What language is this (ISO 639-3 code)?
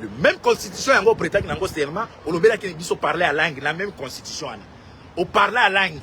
lin